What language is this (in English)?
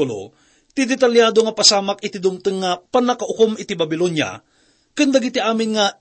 Iloko